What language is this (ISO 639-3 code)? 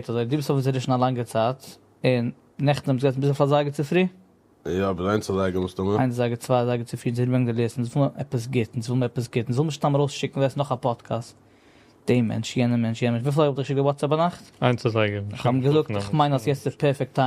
yid